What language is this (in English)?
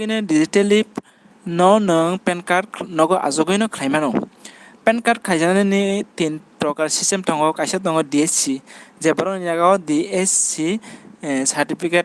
Kok Borok